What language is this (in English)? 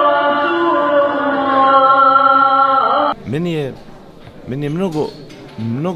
Bosnian